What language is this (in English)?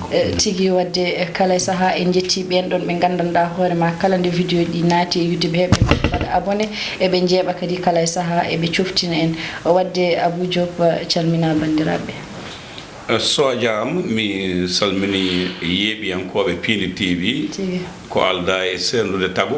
Fula